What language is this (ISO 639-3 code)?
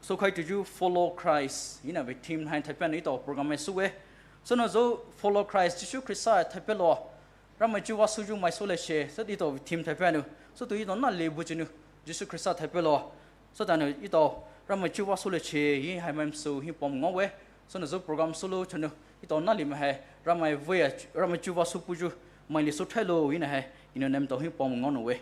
pmx